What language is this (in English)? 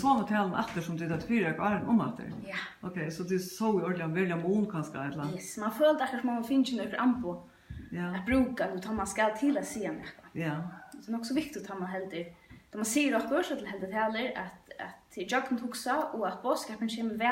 Faroese